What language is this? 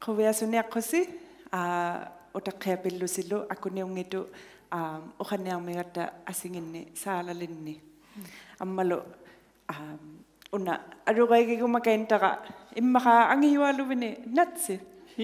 Inuktitut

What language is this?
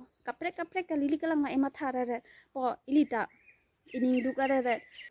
Karbi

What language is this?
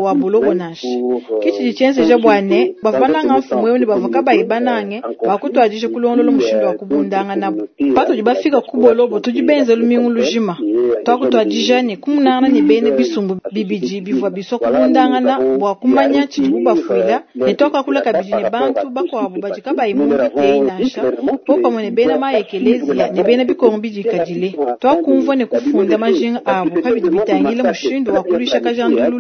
Luba-Lulua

